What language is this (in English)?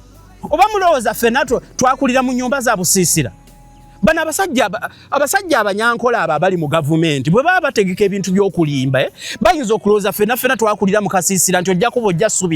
Ganda